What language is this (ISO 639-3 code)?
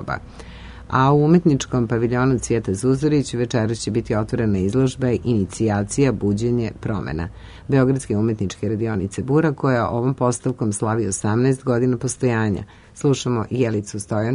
srp